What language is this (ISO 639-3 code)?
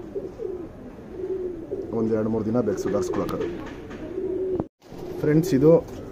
kan